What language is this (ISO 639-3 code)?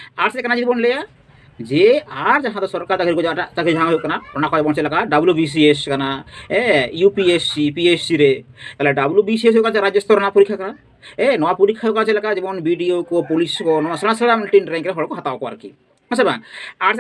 sat